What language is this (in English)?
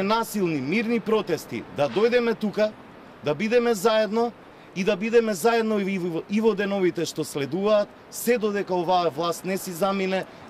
Macedonian